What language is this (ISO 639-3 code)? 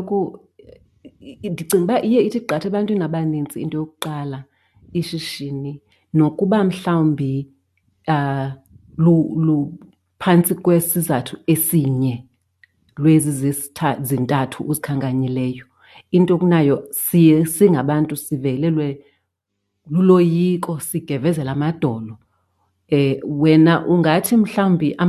xho